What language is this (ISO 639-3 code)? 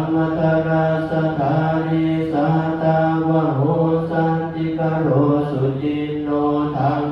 pli